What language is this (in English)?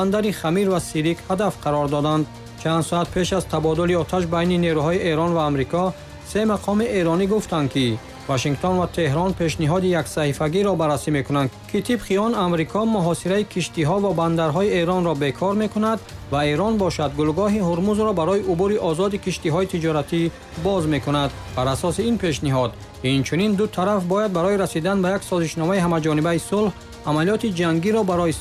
Tajik